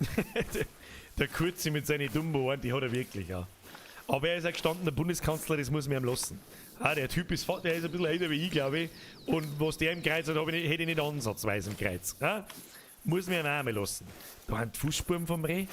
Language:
Bavarian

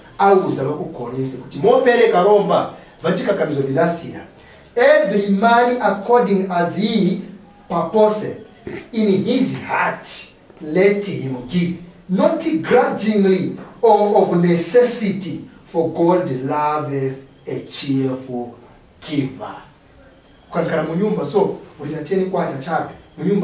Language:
Nyanja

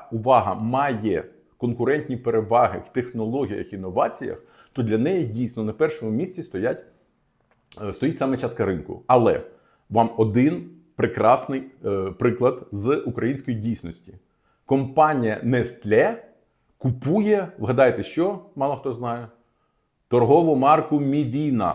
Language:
Ukrainian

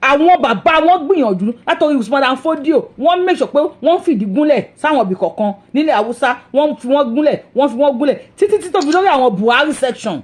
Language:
Yoruba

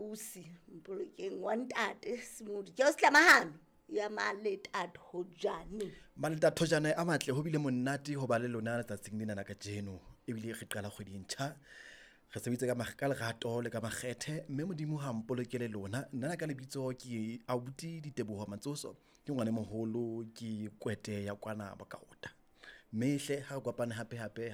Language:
Southern Sotho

